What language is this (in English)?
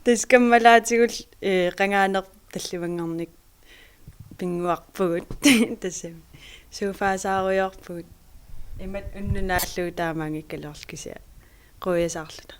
Kalaallisut